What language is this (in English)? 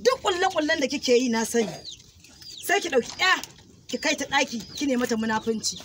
Hausa